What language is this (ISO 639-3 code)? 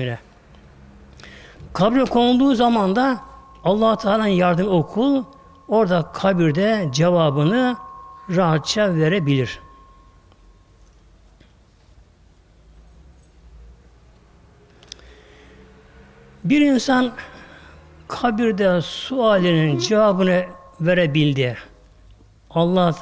tur